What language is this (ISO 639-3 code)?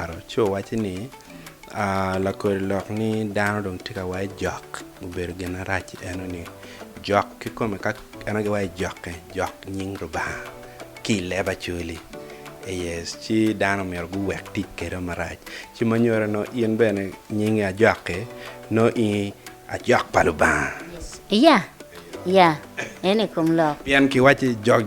ach